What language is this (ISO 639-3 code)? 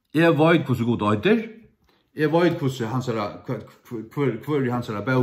fao